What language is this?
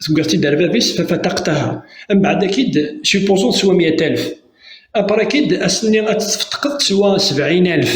Kabyle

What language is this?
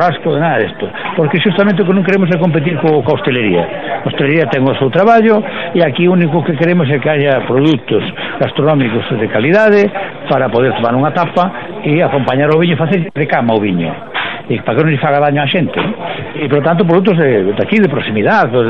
Galician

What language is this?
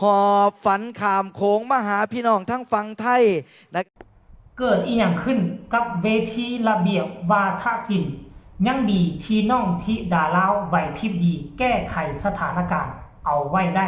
Northeastern Thai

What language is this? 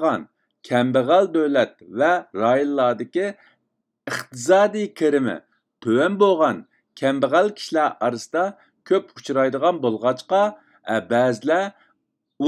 Uyghur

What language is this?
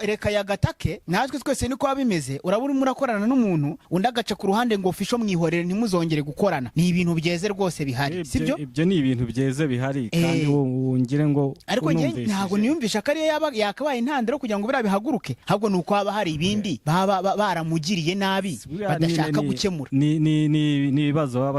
Kinyarwanda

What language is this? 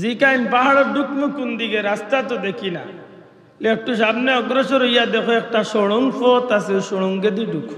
Sylheti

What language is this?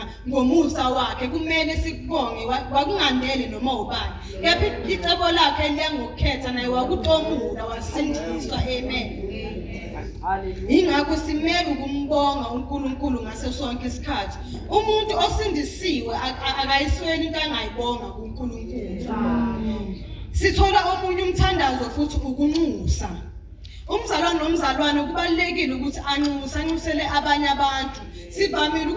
Zulu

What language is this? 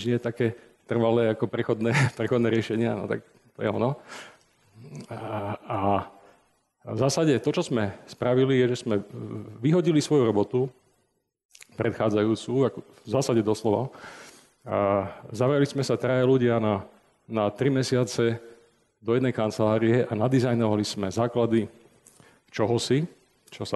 Slovak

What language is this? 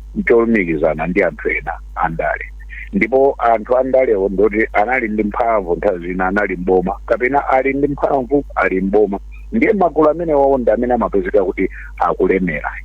Nyanja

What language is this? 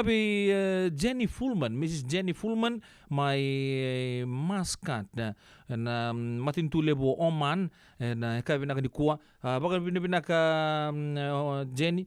Fijian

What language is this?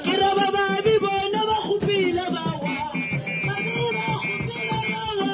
Northern Sotho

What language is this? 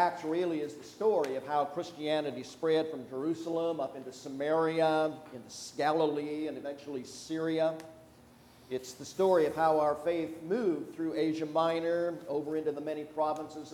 English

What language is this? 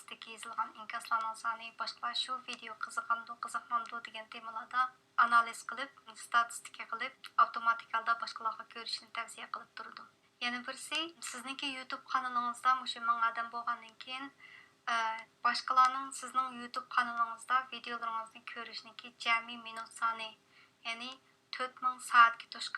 Uyghur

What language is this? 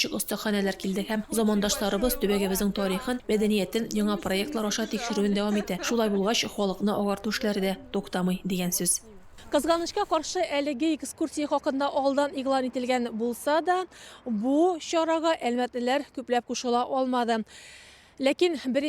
Tatar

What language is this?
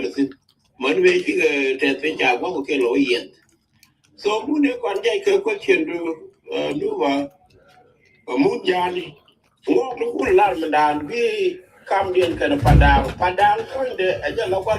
Nuer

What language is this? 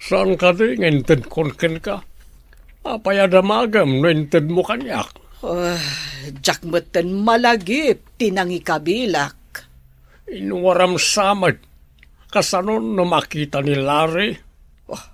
Iloko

